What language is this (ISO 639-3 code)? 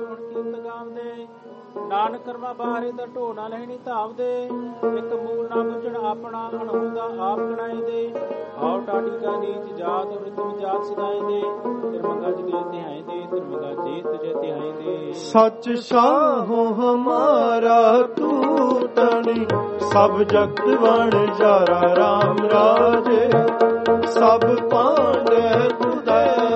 pan